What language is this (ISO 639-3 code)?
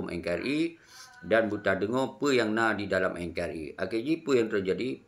ace